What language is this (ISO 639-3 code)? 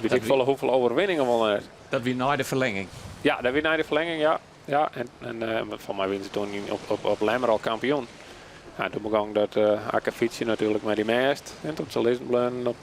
fry